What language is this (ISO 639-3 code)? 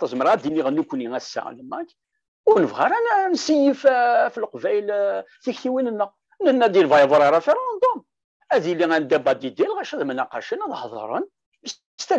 kab